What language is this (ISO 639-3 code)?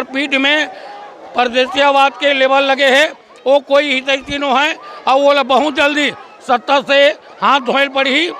hne